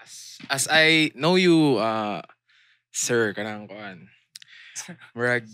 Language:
Cebuano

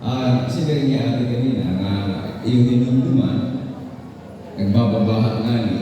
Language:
Waray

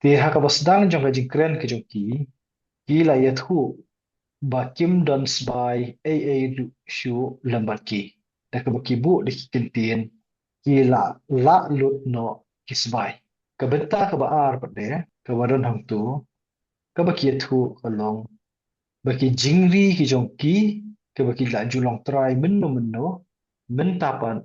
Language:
Khasi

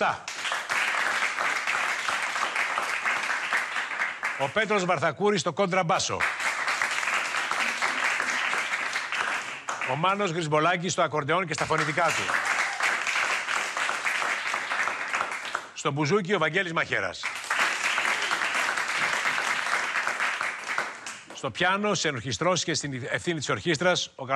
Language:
Greek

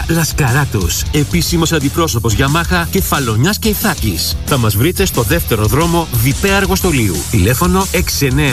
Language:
Greek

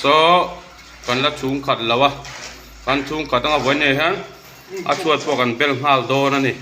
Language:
Mizo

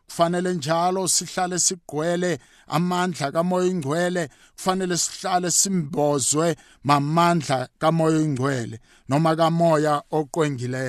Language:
South Ndebele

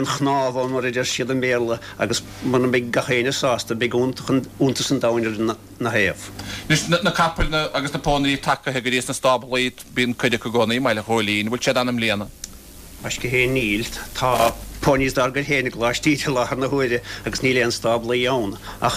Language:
Irish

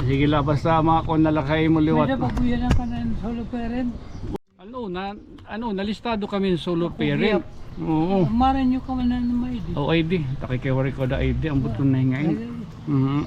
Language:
Waray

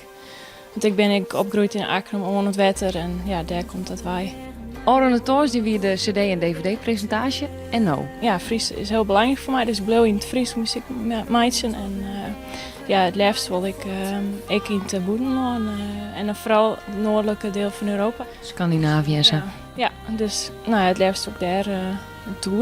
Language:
Western Frisian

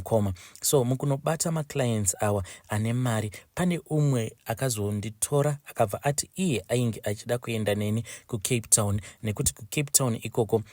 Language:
Shona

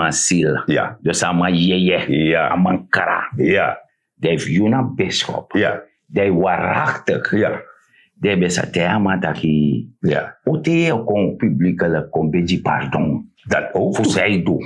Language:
Sranan Tongo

